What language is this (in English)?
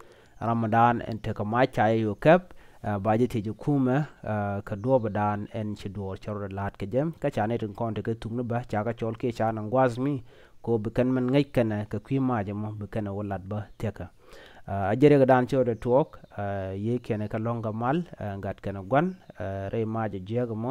Nuer